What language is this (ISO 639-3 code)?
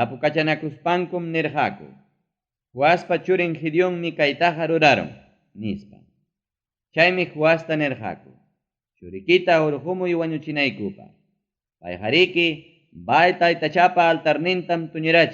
quy